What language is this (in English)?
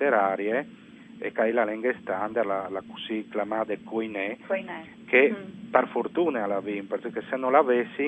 Friulian